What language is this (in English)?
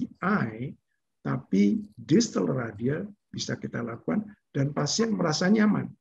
Indonesian